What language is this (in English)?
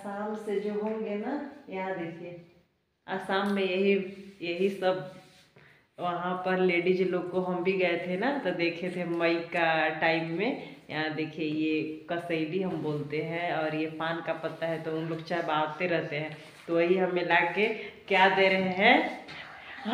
Hindi